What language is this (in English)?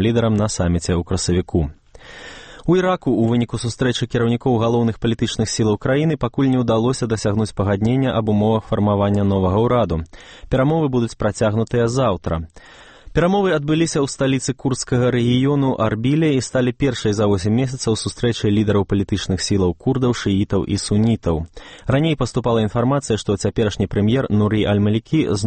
Belarusian